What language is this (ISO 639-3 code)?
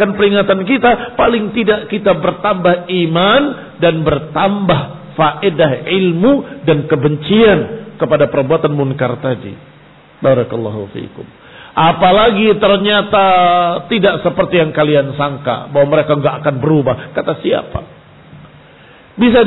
ind